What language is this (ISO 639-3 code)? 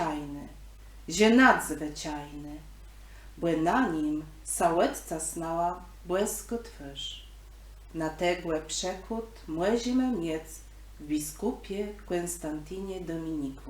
csb